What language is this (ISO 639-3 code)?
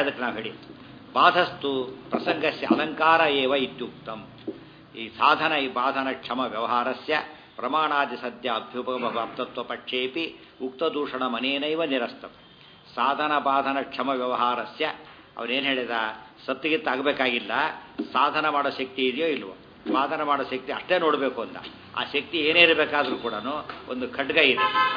kan